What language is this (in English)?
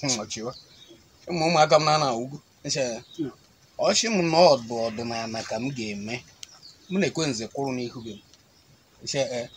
Igbo